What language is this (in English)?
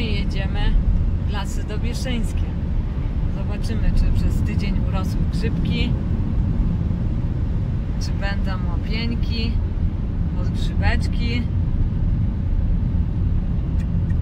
Polish